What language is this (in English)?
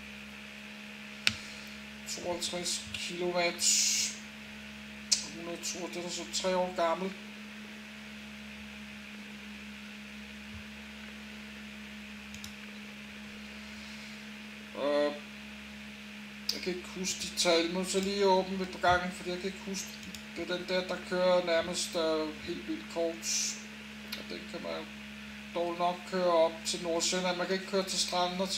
Danish